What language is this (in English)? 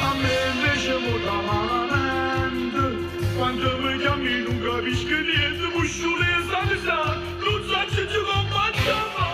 Neapolitan